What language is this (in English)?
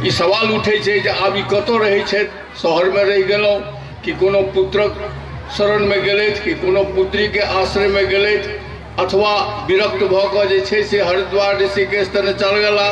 Maithili